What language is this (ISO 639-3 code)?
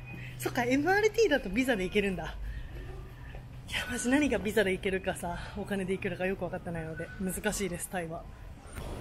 jpn